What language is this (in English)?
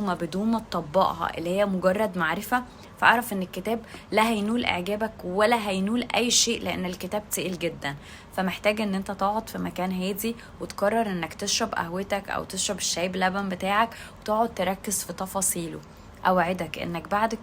Egyptian Arabic